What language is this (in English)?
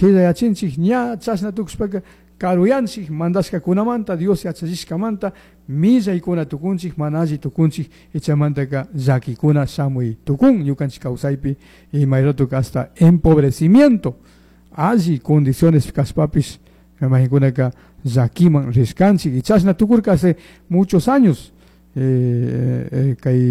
Chimborazo Highland Quichua